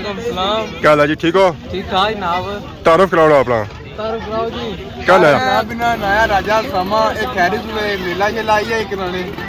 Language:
Pahari-Potwari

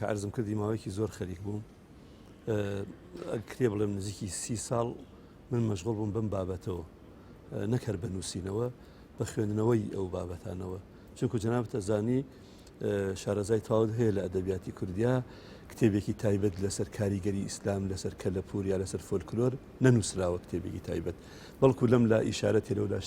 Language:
Central Kurdish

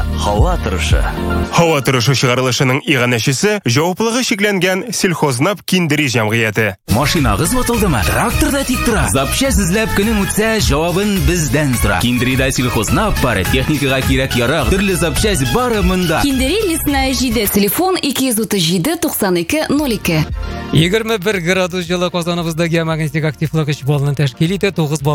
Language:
Tatar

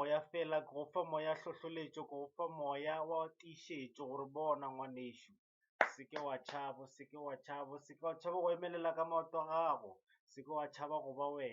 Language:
Northern Sotho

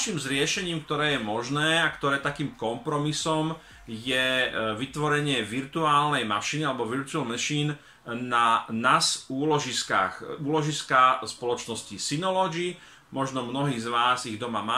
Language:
Slovak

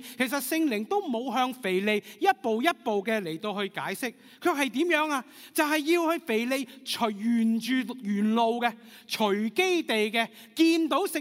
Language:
Cantonese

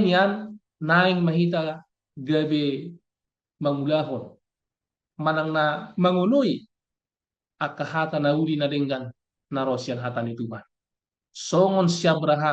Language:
Batak Toba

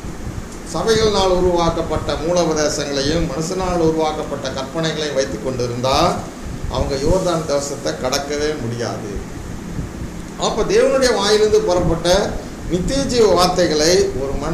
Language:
Tamil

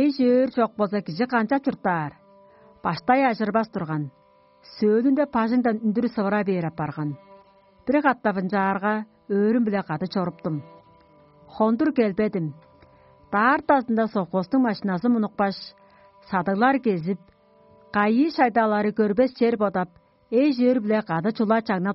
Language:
Tuvinian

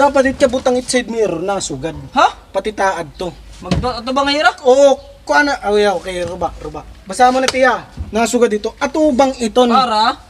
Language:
Waray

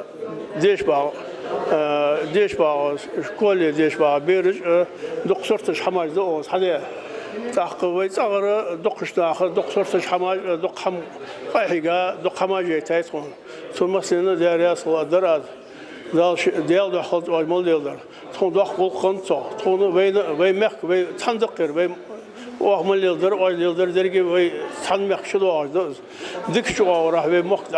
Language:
Ingush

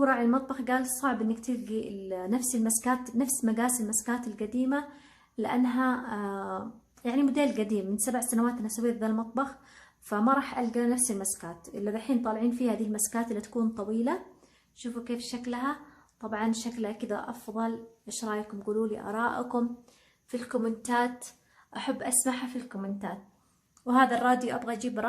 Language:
Hijazi Arabic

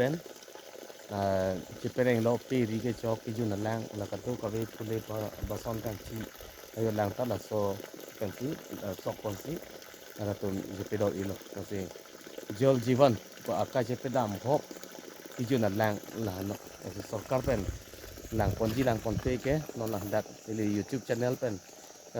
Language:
Karbi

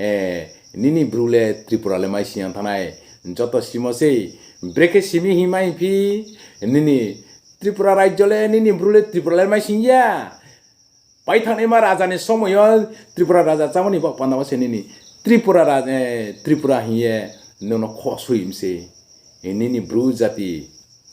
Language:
Riang (India)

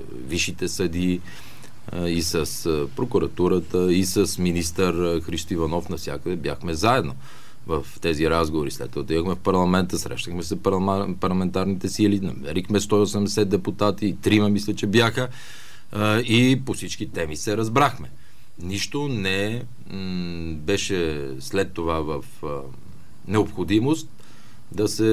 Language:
Bulgarian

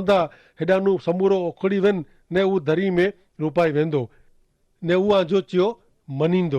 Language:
Kachhi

